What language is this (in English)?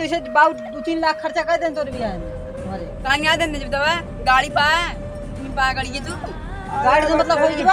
Awadhi